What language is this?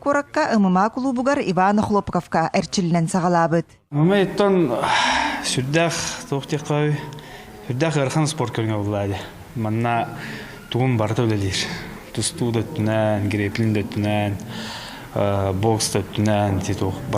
Yakut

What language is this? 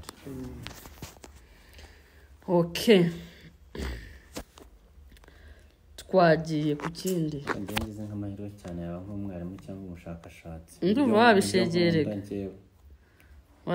Kinyarwanda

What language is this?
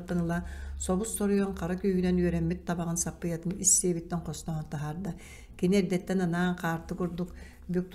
Yakut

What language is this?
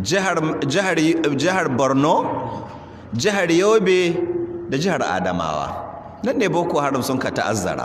Hausa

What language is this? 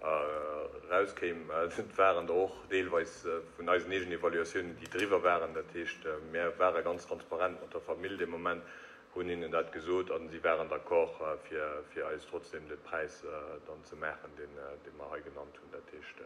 Luxembourgish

